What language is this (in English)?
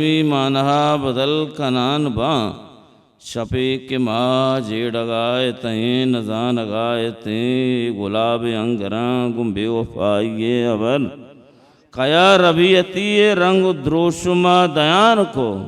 Baluchi